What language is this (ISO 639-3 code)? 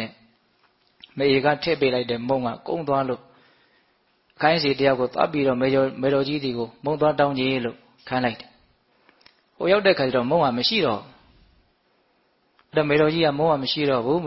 mya